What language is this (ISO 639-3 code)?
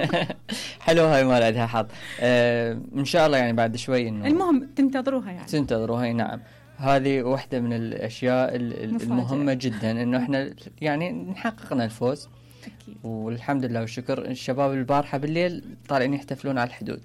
acm